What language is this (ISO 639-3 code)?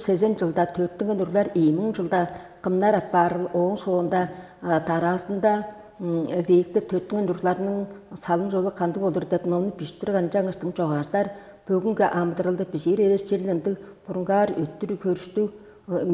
tyv